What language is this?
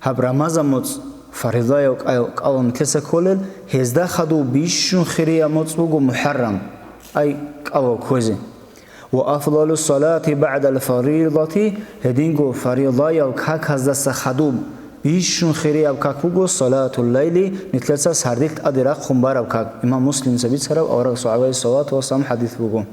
Avaric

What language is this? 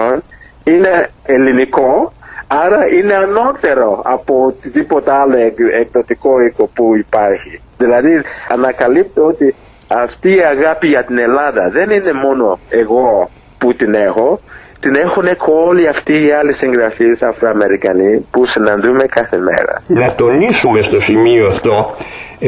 Greek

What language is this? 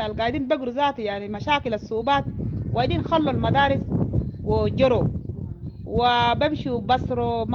Sudanese Arabic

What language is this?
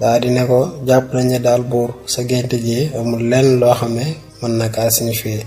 Wolof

